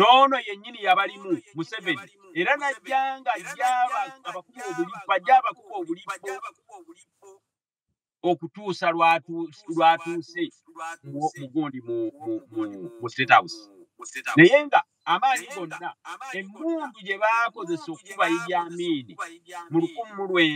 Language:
Ganda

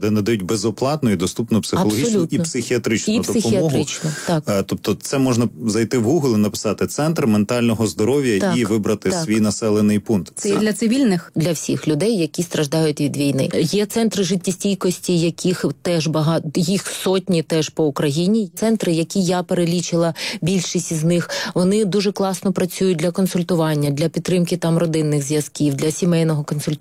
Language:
Ukrainian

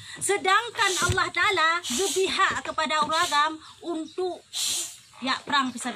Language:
Achinese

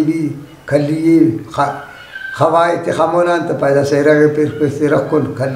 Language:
Brahui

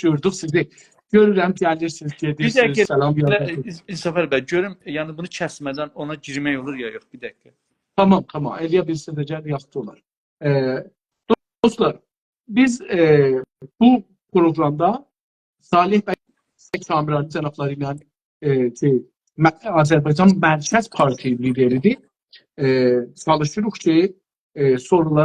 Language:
South Azerbaijani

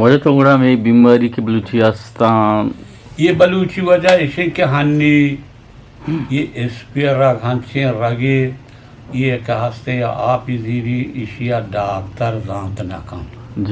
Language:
Eastern Balochi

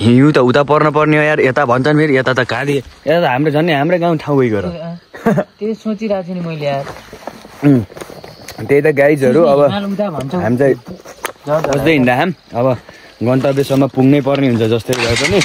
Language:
Nepali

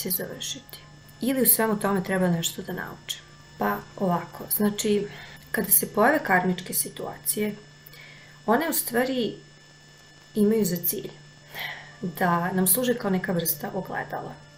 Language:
Serbian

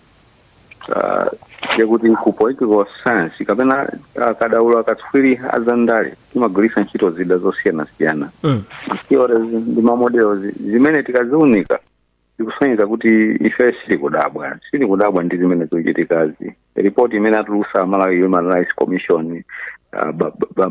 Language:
Nyanja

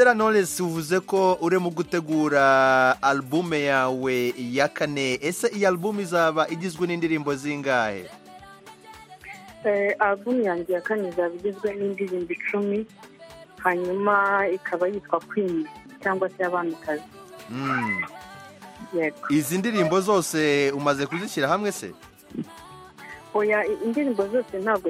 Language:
Kinyarwanda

